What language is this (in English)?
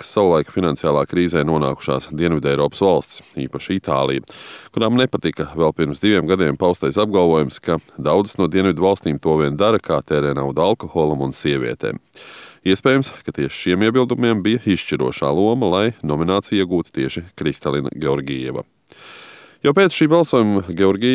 Latvian